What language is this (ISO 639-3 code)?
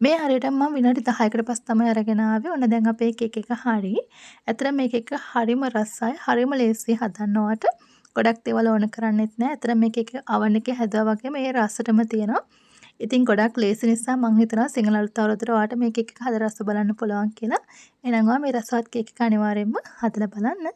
sin